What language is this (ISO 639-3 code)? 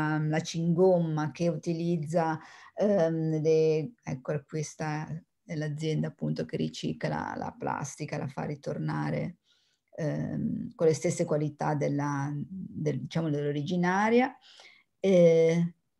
ita